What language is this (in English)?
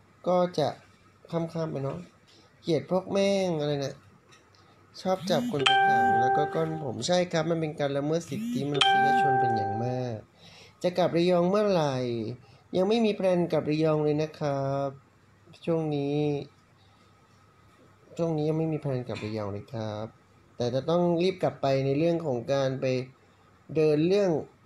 Thai